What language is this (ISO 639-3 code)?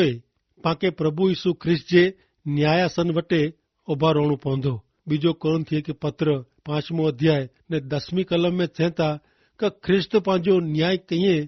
kfr